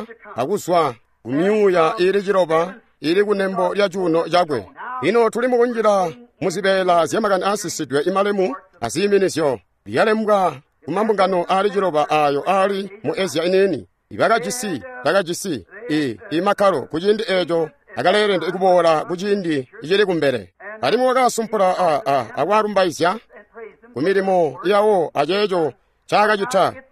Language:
Tonga (Zambia)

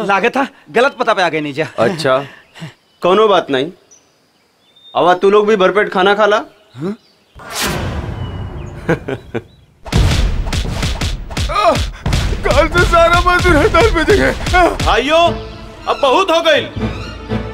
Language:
Bhojpuri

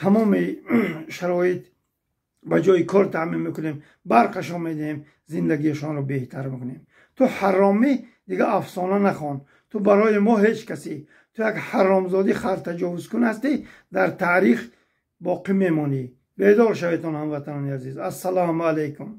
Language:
Tajik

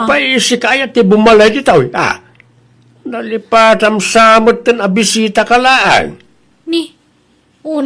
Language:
Iloko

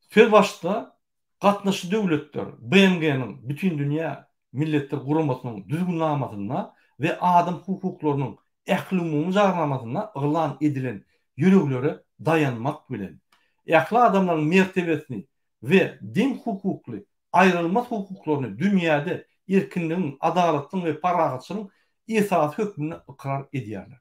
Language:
Turkmen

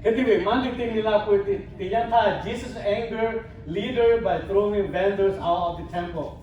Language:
Lahu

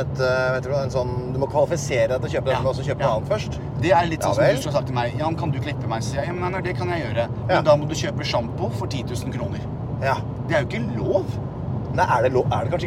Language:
Norwegian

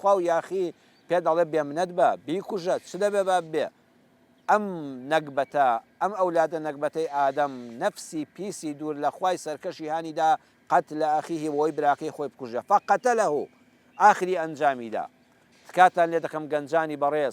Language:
Central Kurdish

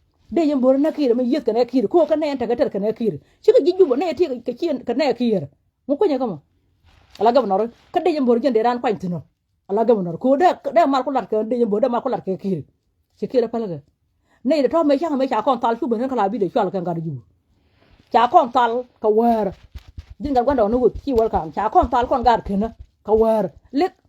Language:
Nuer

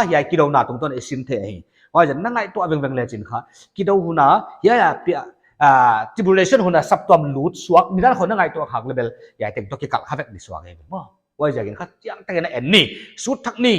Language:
Paite Chin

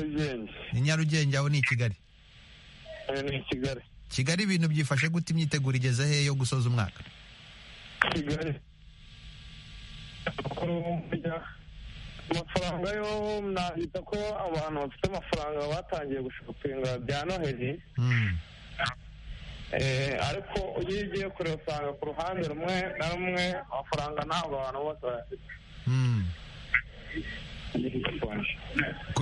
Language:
Kinyarwanda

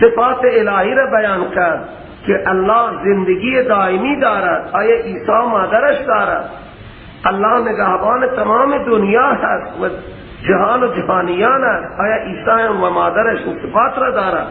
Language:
Persian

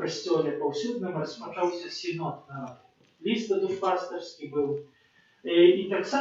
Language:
Belarusian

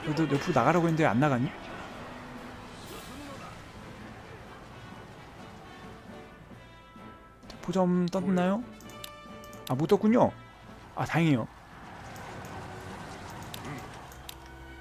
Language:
Korean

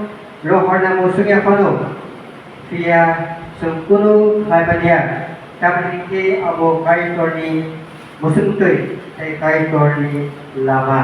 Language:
Kok Borok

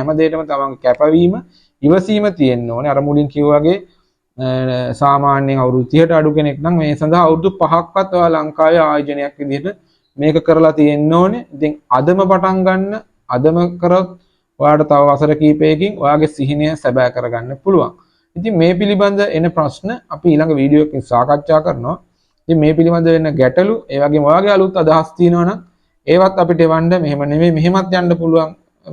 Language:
Sinhala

